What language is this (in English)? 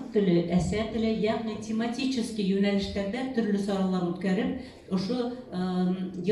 Bashkir